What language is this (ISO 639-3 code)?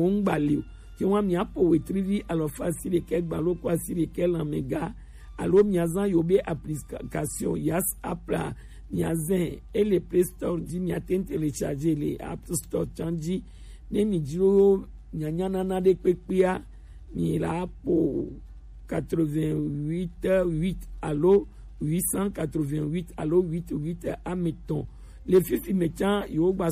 gej